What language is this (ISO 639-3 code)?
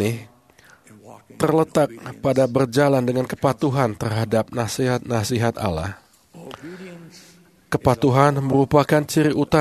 ind